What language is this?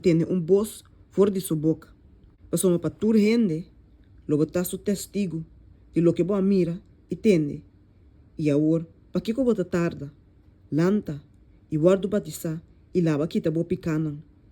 Papiamento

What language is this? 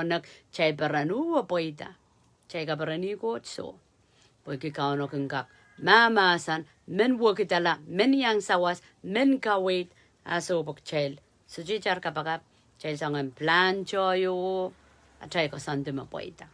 Pohnpeian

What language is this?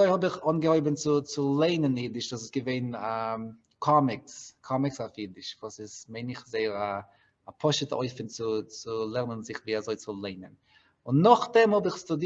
Yiddish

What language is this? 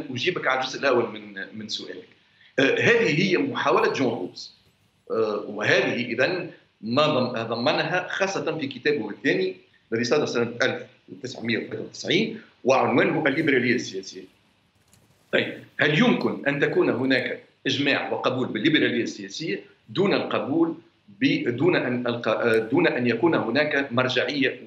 Arabic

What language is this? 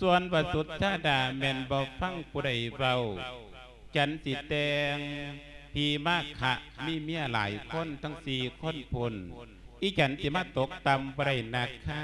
Lao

